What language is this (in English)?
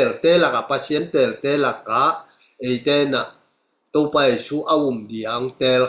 Tedim Chin